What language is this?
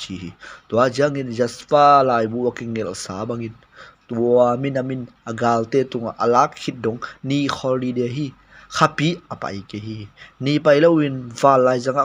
Tedim Chin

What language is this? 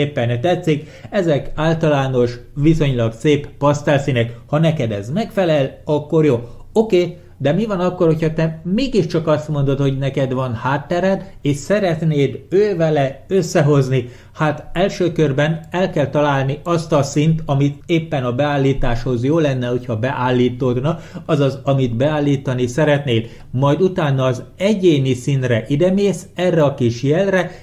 Hungarian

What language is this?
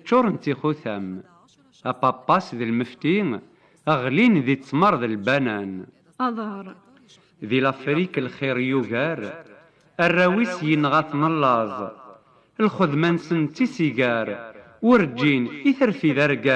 Kabyle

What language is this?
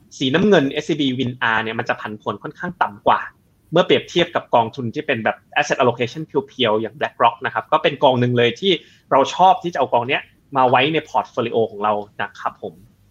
Thai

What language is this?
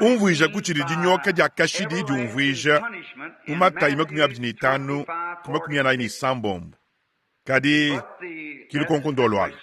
Luba-Lulua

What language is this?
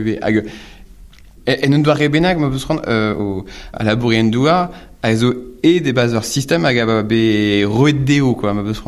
Breton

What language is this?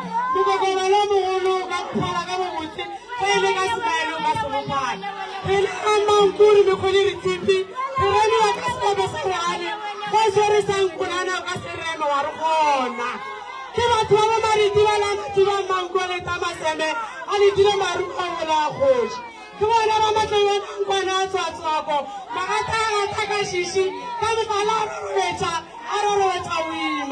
Northern Sotho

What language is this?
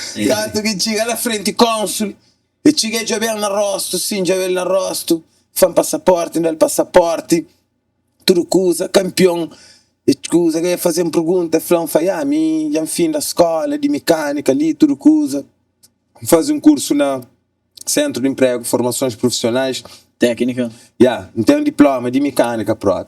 Kabuverdianu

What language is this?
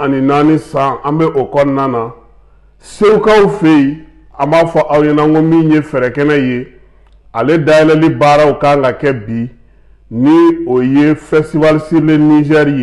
Bambara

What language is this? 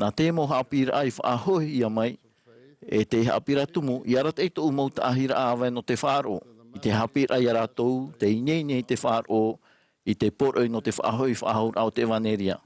Tahitian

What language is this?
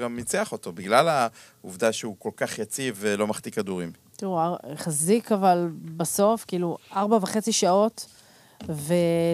Hebrew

